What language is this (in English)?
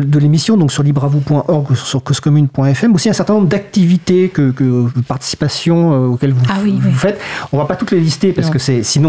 French